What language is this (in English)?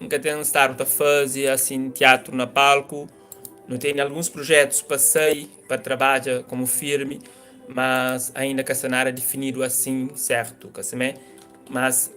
Kabuverdianu